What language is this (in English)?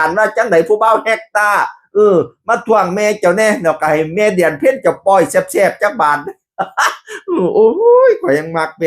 Northeastern Thai